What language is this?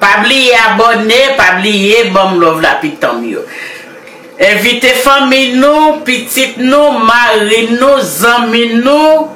Haitian Creole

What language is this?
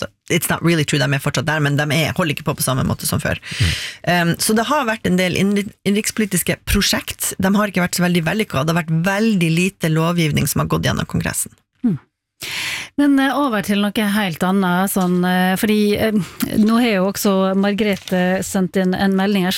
Norwegian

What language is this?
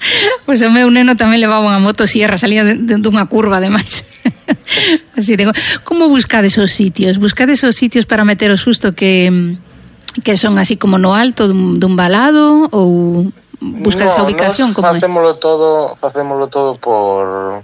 Galician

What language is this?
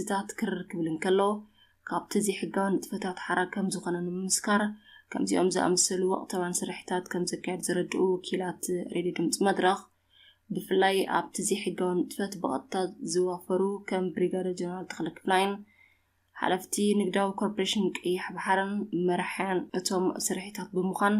Tigrinya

